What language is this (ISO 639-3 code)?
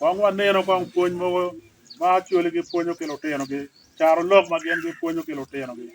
ach